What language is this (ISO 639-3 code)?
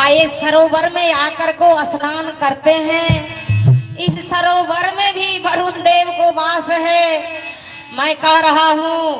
mai